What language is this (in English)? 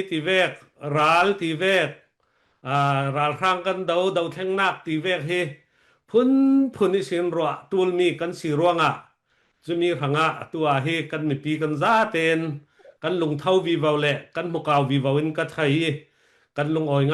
Falam Chin